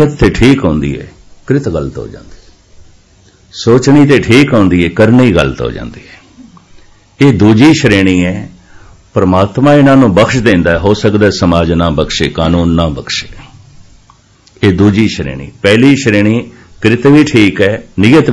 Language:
Punjabi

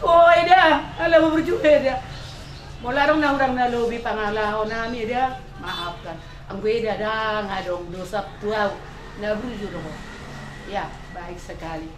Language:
Batak Toba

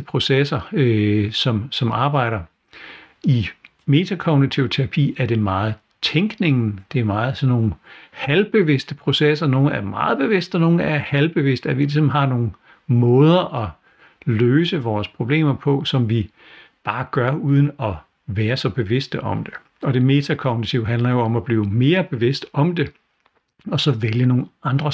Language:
Danish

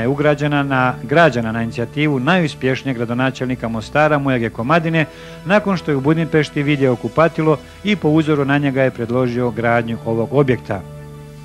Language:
Bosnian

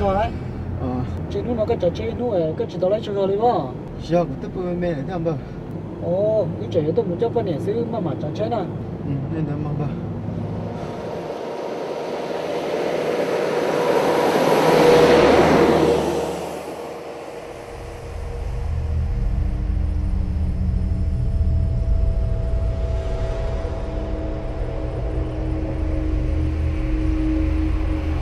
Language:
Vietnamese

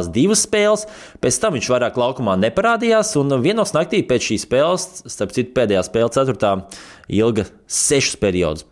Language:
Latvian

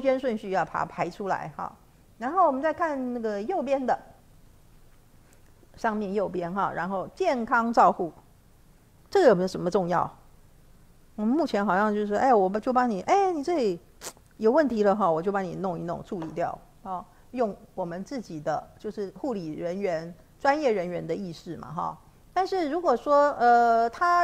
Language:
Chinese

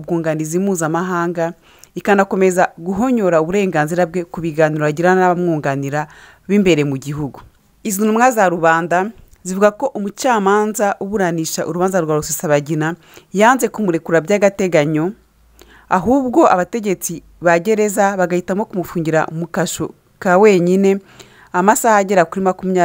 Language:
Kinyarwanda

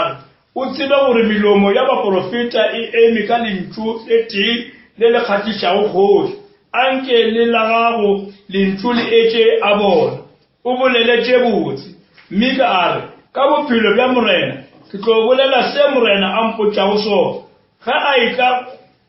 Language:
Northern Sotho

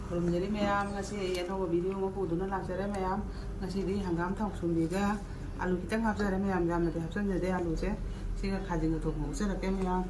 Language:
Manipuri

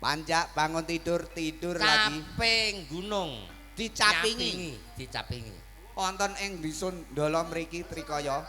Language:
Javanese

